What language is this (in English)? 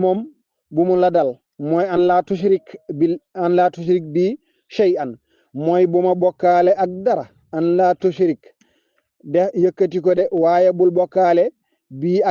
Wolof